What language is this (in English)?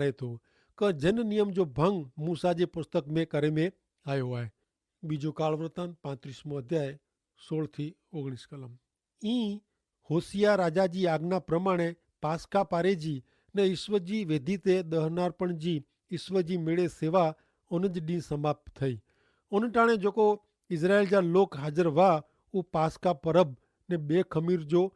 Kachhi